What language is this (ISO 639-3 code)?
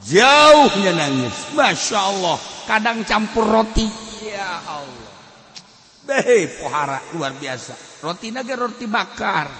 sun